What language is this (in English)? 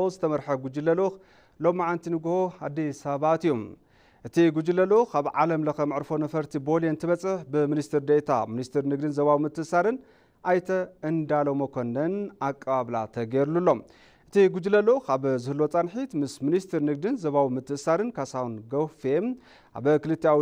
Tigrinya